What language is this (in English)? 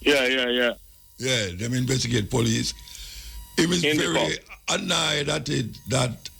Jamaican Creole English